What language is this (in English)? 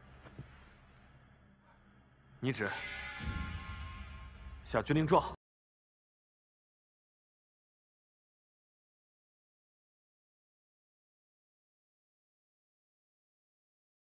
Chinese